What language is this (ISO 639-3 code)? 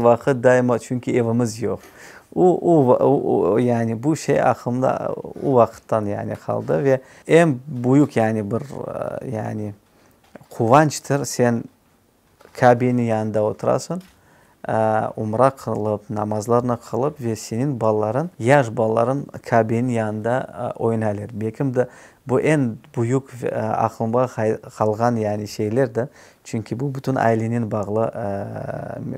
crh